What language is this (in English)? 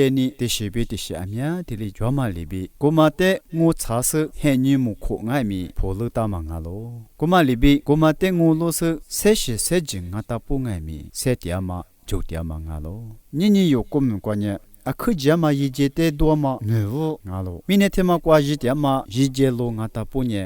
Lisu